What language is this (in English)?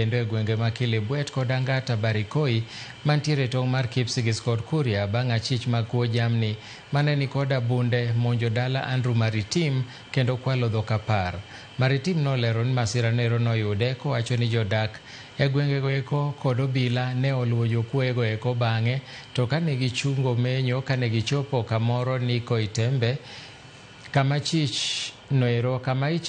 Luo (Kenya and Tanzania)